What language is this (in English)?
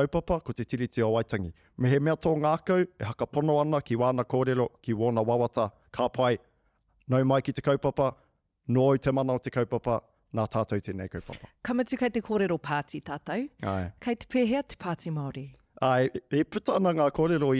Māori